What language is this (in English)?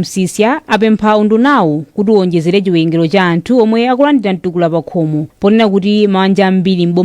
Nyanja